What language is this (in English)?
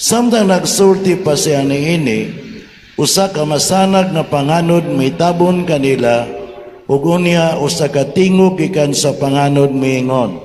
Cebuano